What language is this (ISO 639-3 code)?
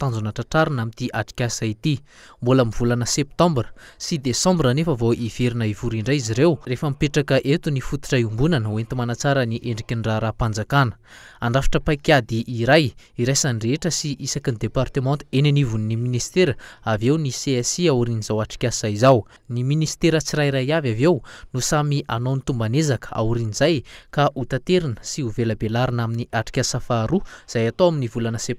mlg